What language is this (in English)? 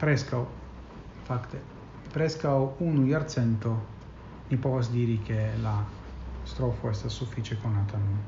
Esperanto